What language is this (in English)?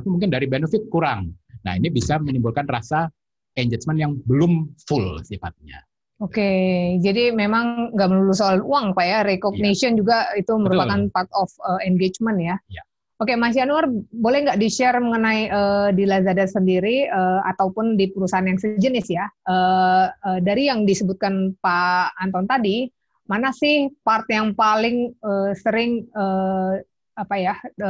Indonesian